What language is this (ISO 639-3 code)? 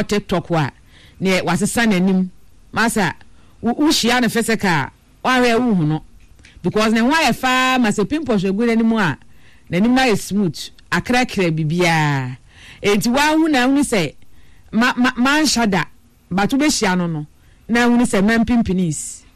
aka